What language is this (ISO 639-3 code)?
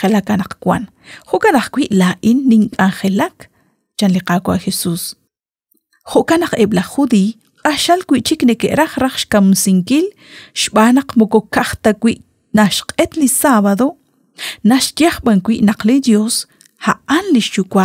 kek